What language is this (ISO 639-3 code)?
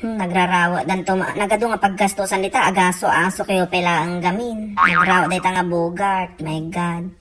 ilo